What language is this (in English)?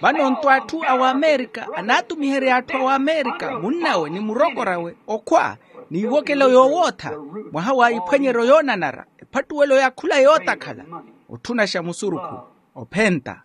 Makhuwa